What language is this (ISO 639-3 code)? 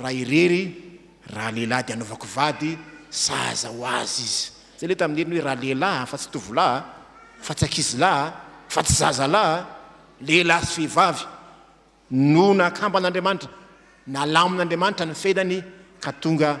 mlg